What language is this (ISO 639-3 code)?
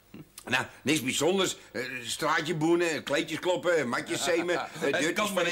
nld